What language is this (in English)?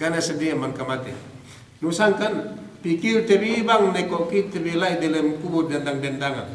Yakan